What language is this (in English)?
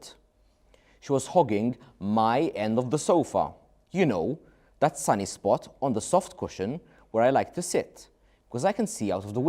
English